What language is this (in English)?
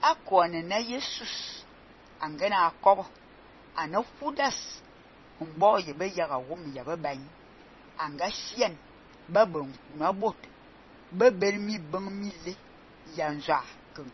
Fang